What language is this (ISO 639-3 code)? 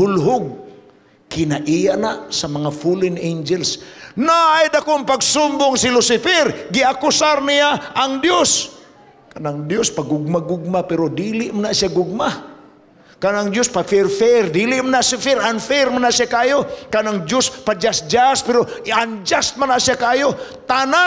ceb